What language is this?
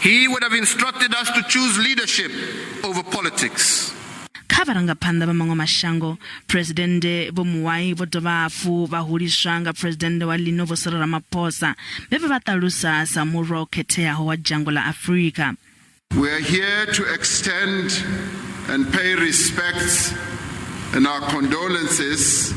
Venda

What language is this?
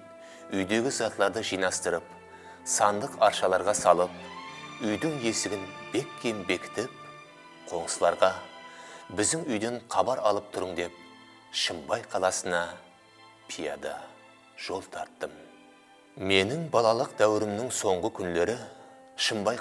Kara-Kalpak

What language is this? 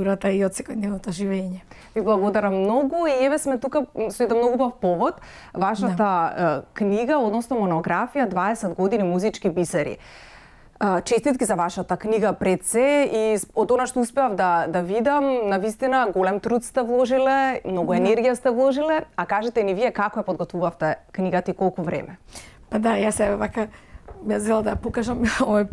Macedonian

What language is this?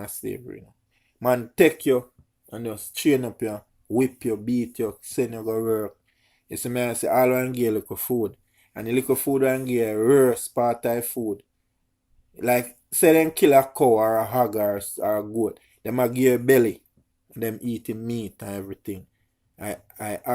Jamaican Creole English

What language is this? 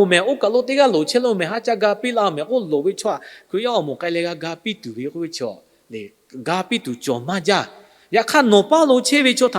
Lahu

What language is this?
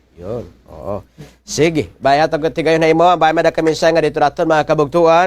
Waray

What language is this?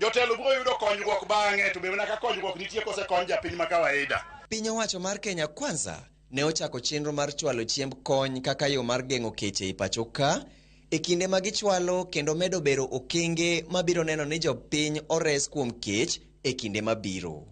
Luo (Kenya and Tanzania)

